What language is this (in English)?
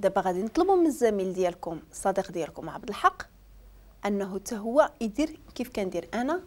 Moroccan Arabic